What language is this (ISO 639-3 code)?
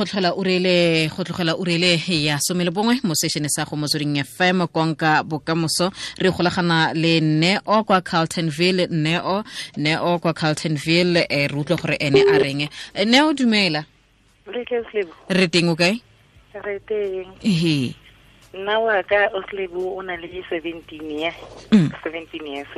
tsn